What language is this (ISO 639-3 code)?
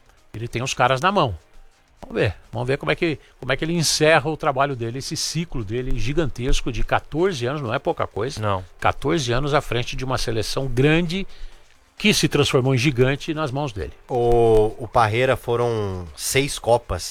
por